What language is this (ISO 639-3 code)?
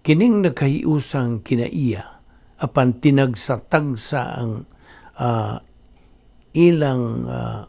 ceb